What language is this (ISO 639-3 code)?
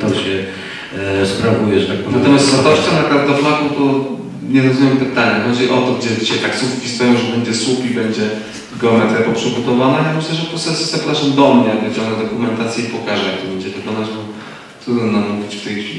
pol